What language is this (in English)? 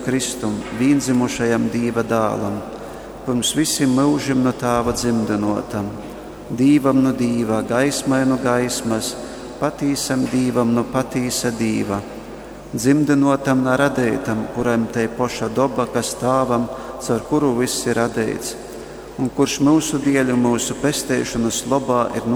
Latgalian